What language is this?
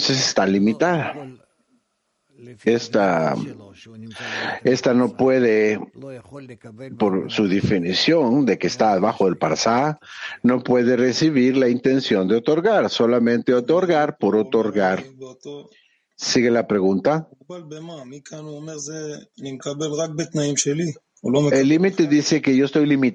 Spanish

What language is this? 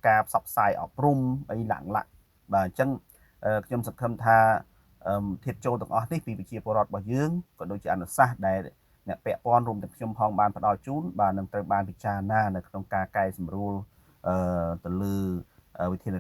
Khmer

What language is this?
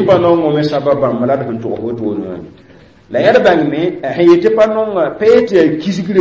Mossi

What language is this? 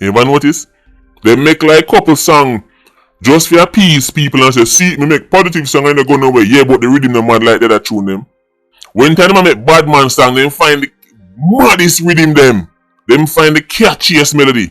Jamaican Creole English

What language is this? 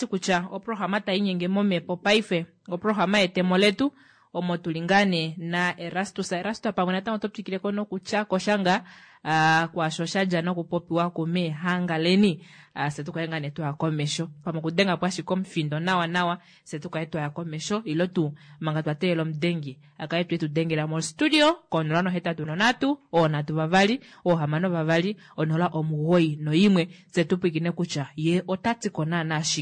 Kuanyama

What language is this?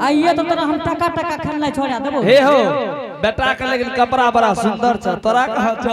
Angika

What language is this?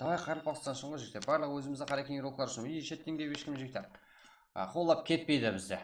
Kara-Kalpak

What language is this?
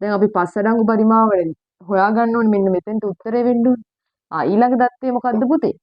Sinhala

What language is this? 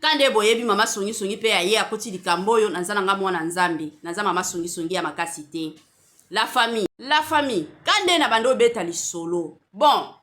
Lingala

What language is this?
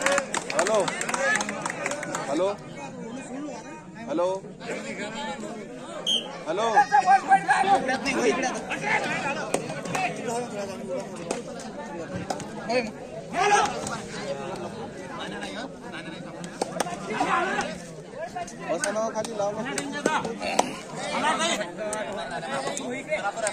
Marathi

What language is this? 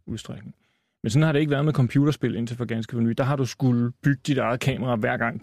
Danish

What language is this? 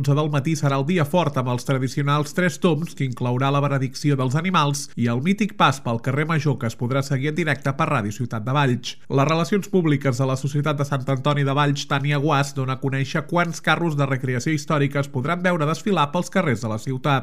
Catalan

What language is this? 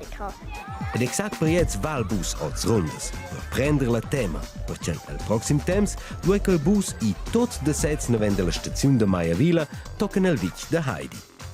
Romansh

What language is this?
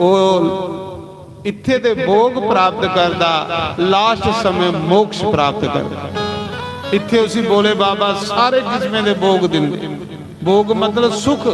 Dogri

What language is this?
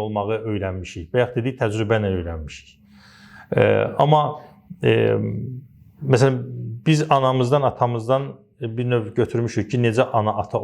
Azerbaijani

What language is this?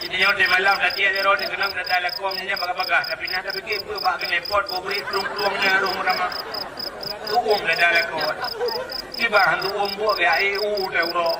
Achinese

